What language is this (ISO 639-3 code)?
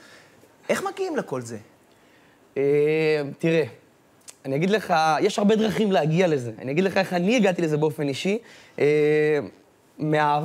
heb